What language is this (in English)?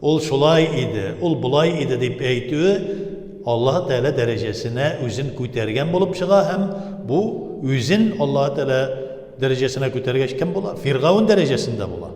Tatar